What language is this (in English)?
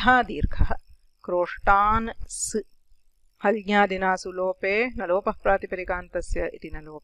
Sanskrit